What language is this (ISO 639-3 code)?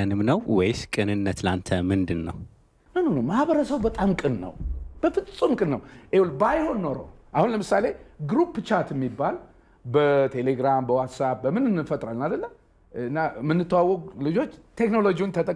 amh